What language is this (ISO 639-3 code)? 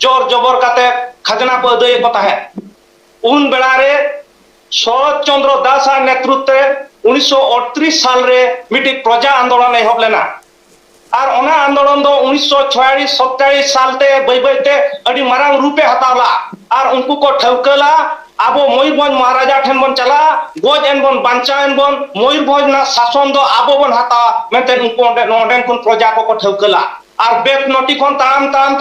sat